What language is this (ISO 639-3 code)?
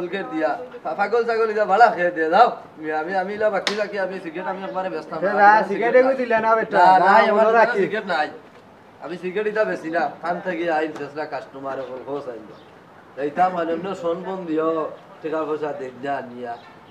syl